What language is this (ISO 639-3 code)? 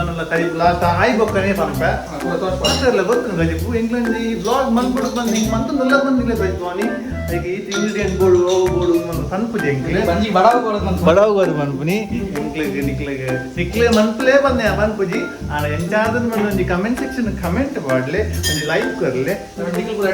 tcy